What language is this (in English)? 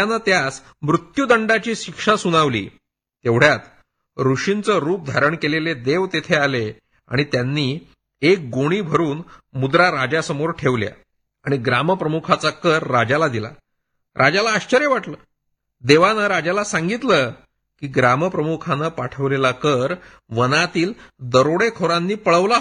Marathi